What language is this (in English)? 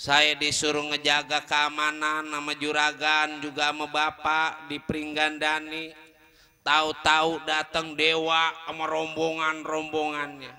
Betawi